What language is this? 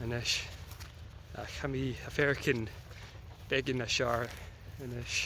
Scottish Gaelic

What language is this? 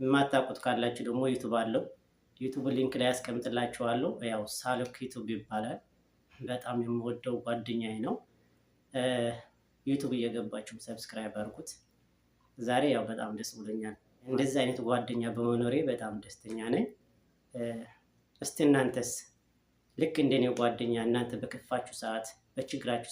Amharic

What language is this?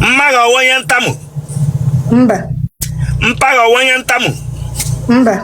Igbo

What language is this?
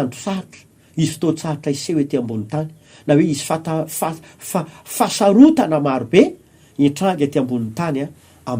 Malagasy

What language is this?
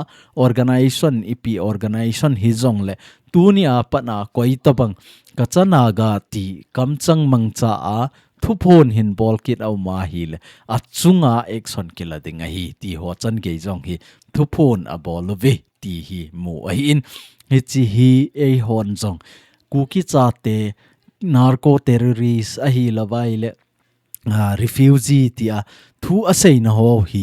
Thado Chin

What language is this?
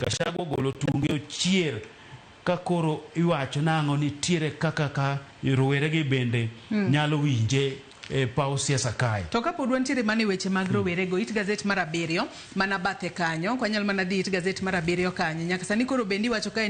Luo (Kenya and Tanzania)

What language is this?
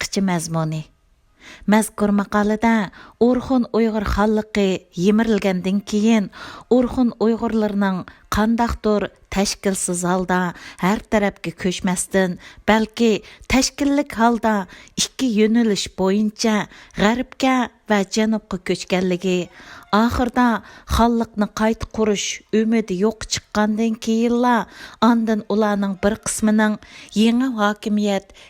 Uyghur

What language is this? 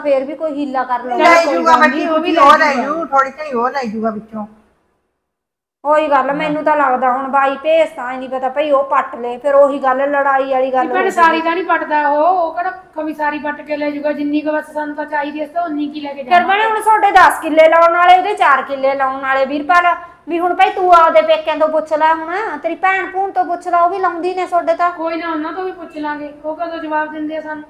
Punjabi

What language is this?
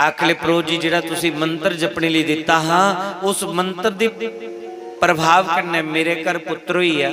Dogri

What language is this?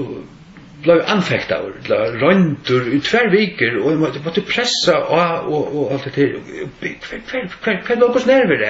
Faroese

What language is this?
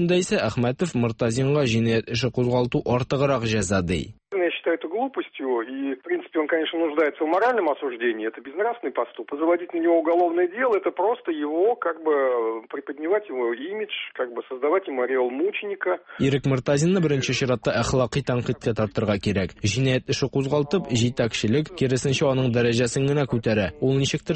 Tatar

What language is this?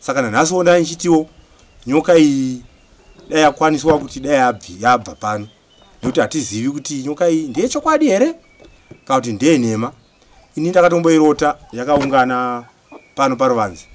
Shona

